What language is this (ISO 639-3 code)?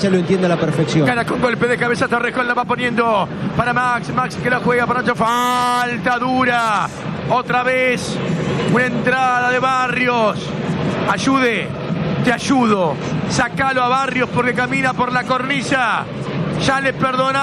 spa